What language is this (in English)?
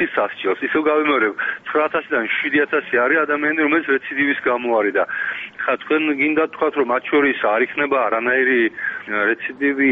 Georgian